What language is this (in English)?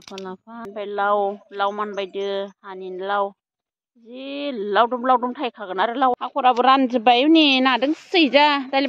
Bodo